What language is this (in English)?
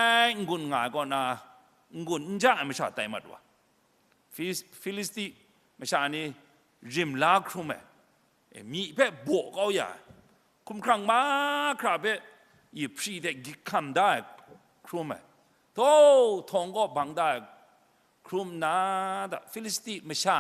Kachin